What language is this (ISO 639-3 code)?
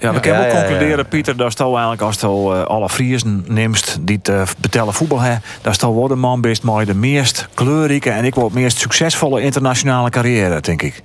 fry